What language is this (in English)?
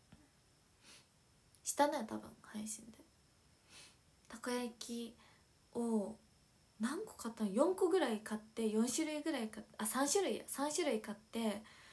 Japanese